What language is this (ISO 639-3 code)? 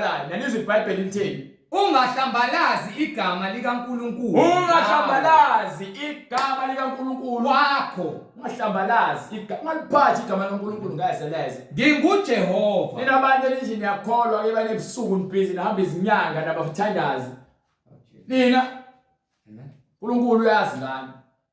zul